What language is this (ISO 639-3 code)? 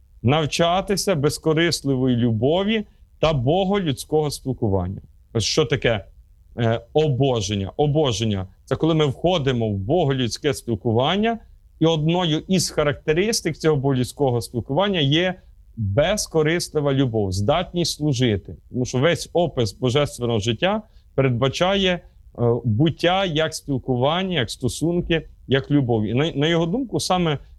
ukr